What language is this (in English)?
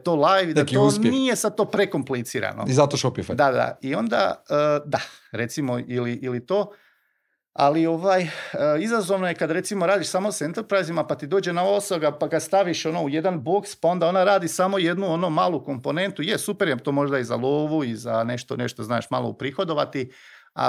Croatian